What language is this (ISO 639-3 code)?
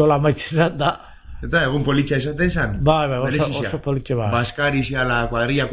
eus